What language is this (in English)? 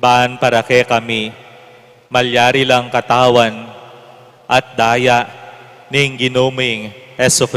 Pampanga